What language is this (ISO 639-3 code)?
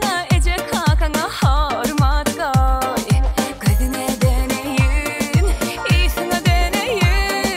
tuk